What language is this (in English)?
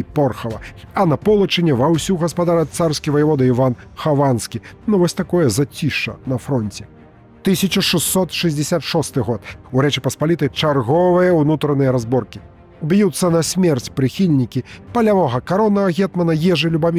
Belarusian